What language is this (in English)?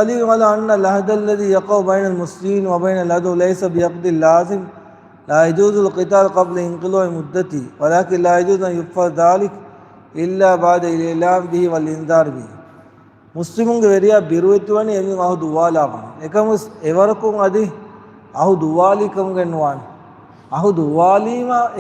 Divehi